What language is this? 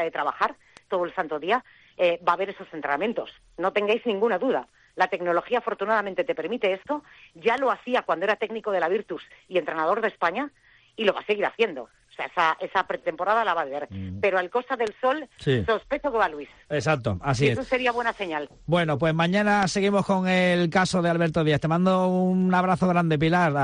Spanish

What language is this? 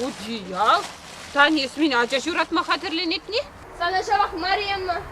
Chuvash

